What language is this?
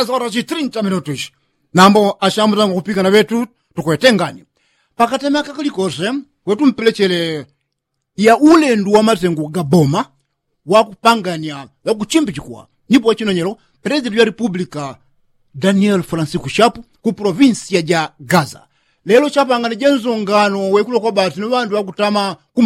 Yao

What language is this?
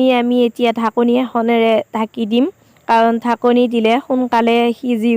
Assamese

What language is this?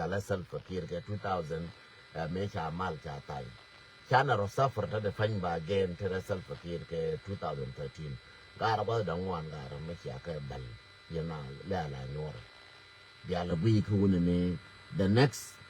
Nuer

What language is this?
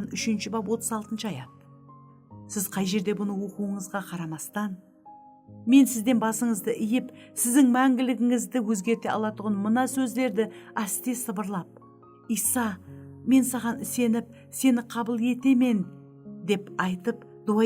Kara-Kalpak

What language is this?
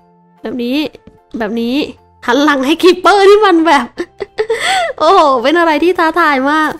Thai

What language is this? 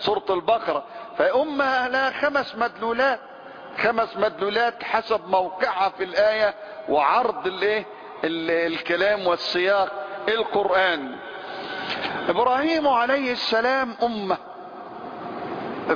Arabic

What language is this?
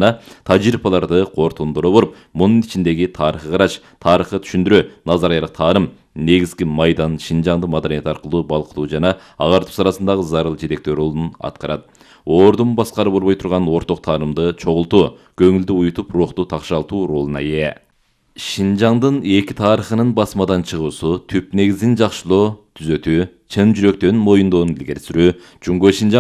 Kyrgyz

